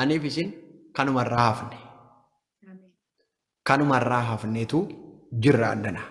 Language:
Oromo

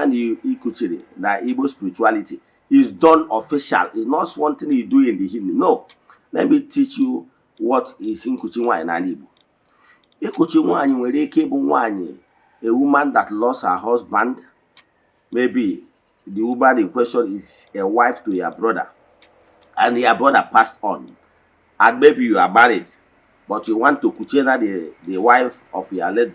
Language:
Igbo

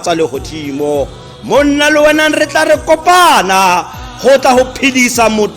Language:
Tswana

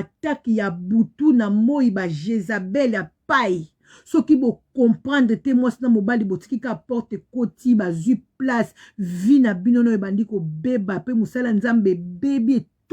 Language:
Lingala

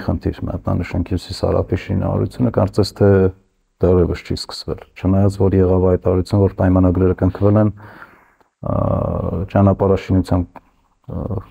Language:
Armenian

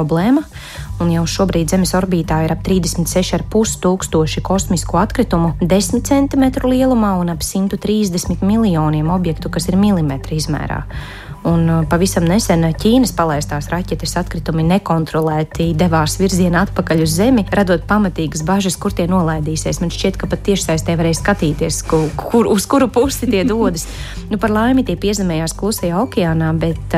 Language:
Latvian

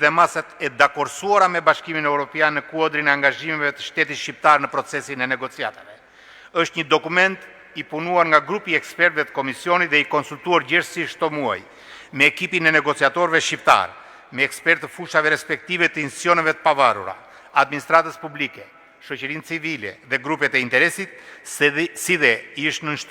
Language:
Albanian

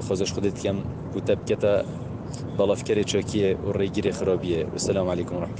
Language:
Kurdish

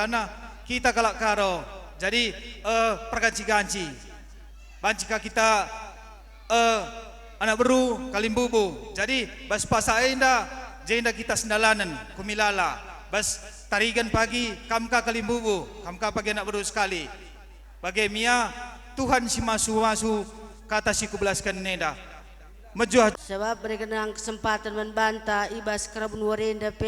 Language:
Batak Karo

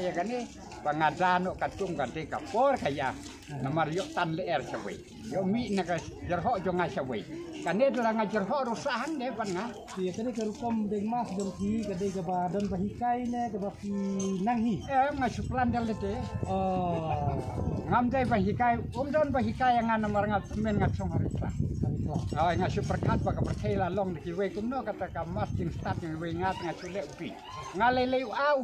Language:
Khasi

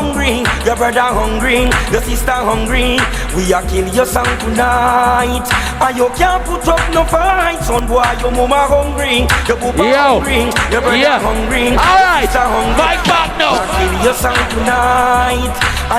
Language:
Jamaican Creole English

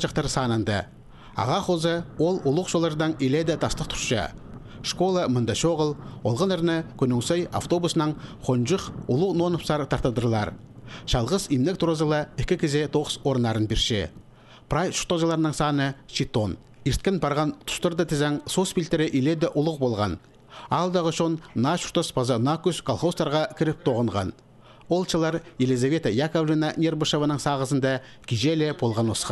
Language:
Khakas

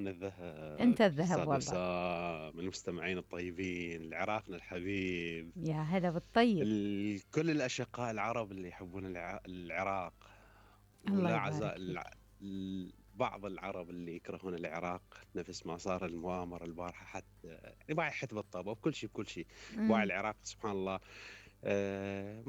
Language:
Mesopotamian Arabic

